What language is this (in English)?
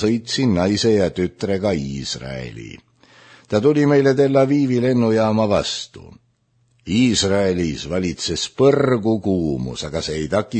Estonian